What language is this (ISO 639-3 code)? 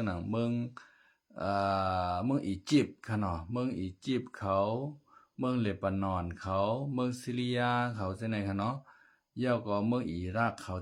shn